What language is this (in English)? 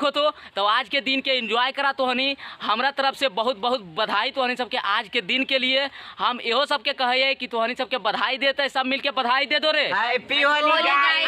Magahi